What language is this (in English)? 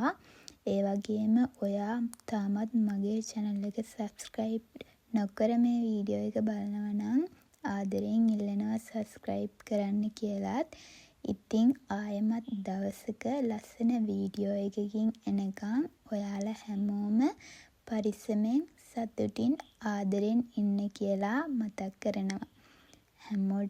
Sinhala